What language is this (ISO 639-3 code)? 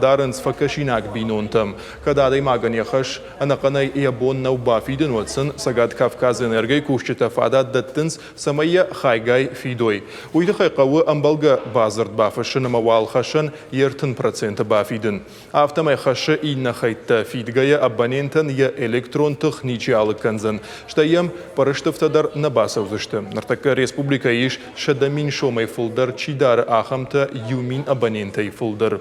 oss